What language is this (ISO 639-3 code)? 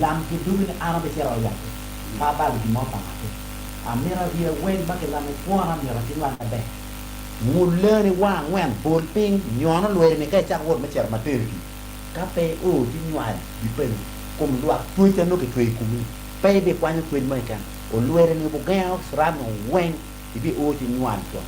ach